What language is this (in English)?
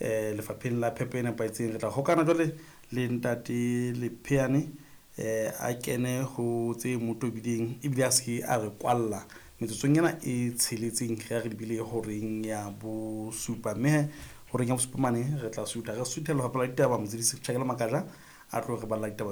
Southern Sotho